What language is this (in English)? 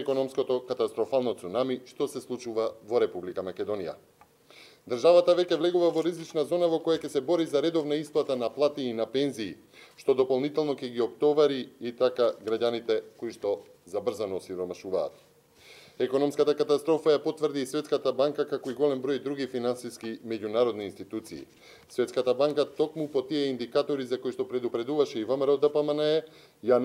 Macedonian